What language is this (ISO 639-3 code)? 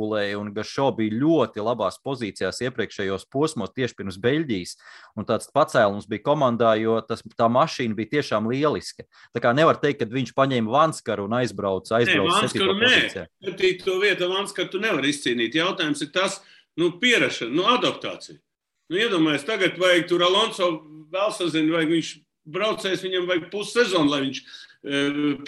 lav